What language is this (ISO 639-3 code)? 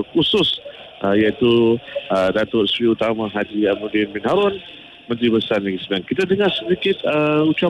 msa